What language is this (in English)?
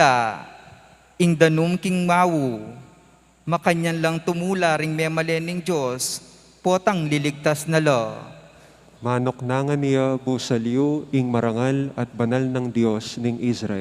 Pampanga